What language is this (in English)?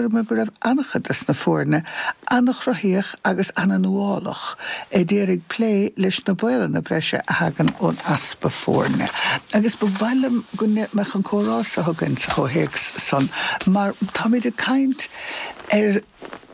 Irish